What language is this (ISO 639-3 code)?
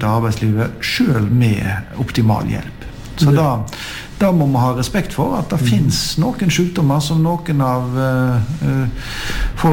nor